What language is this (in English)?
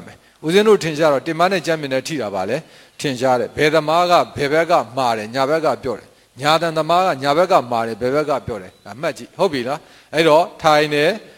Burmese